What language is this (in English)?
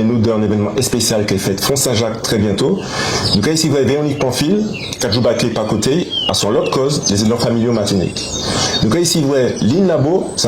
Guadeloupean Creole French